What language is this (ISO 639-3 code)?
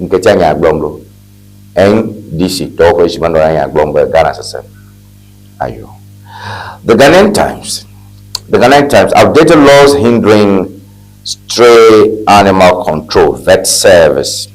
ewe